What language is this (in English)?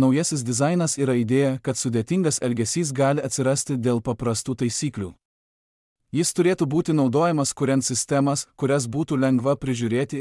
Lithuanian